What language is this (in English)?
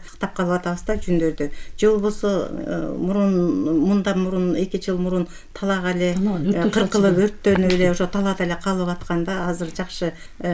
Kyrgyz